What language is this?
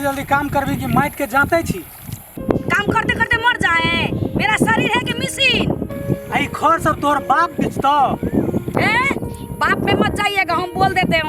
Maithili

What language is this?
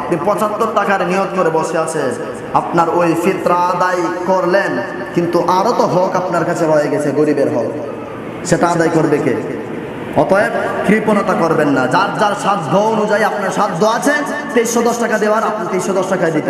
Bangla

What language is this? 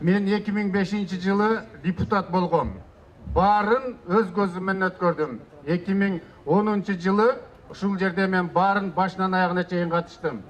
Kyrgyz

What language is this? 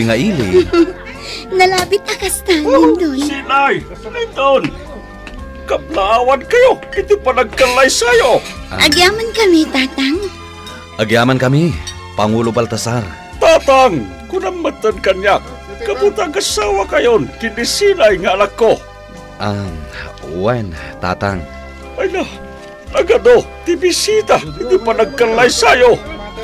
Iloko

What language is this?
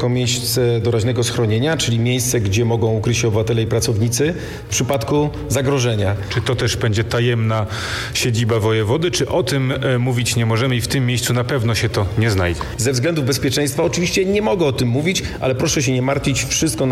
Polish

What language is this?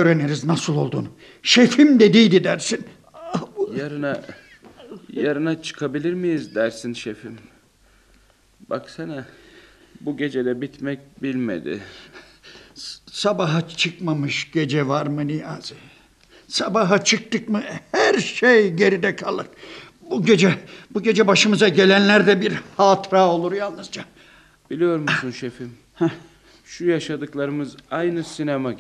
Turkish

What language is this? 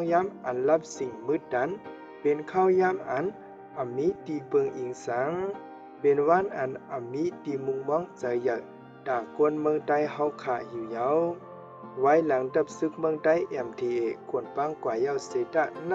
Shan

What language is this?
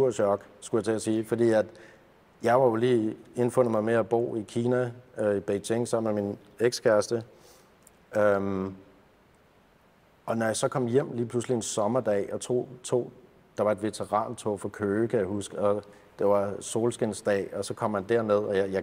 Danish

